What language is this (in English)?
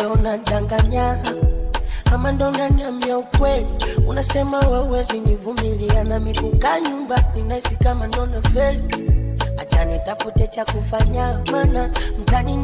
Swahili